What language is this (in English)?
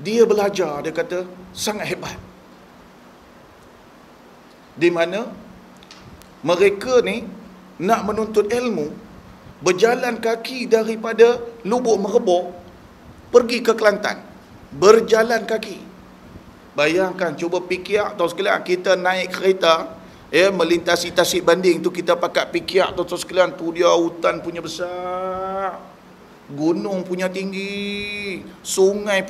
Malay